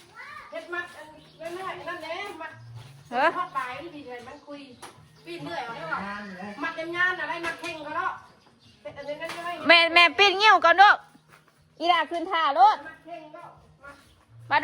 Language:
Northeastern Thai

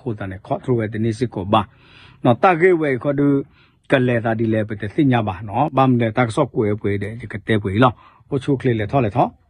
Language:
S'gaw Karen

